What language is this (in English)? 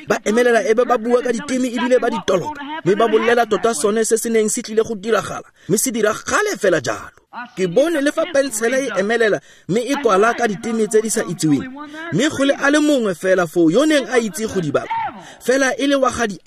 Tswana